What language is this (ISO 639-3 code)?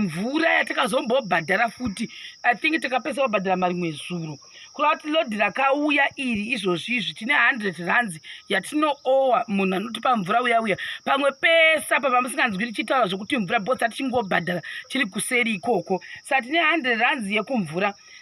sna